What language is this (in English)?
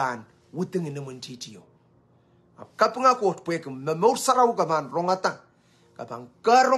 Pohnpeian